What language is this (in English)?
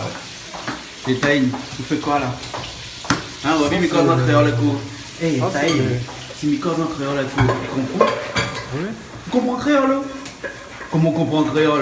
Réunion Creole French